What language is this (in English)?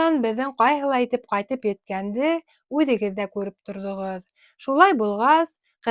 Bashkir